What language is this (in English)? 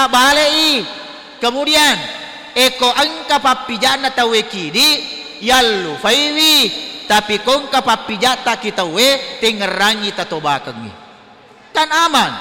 Buginese